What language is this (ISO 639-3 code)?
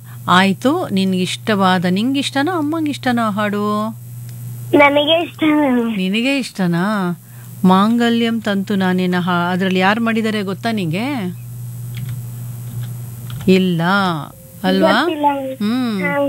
kan